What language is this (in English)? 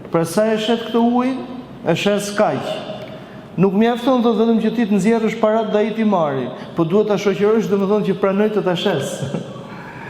Albanian